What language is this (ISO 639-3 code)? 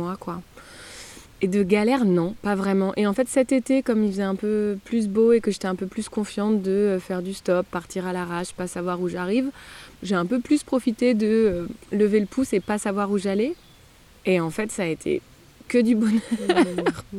fra